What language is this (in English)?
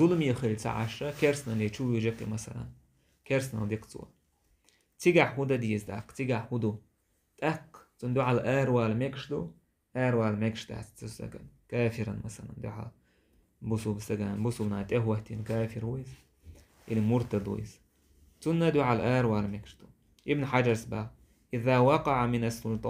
Chechen